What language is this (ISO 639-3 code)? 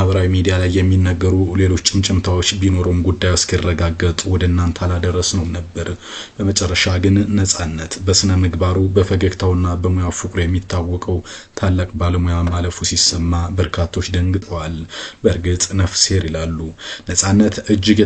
amh